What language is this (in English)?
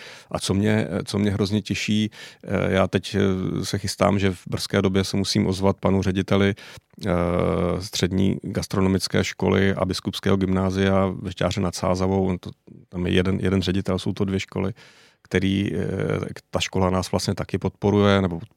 Czech